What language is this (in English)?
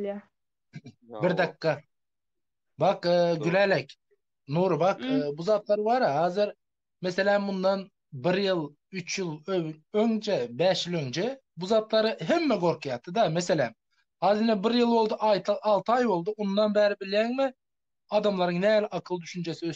Turkmen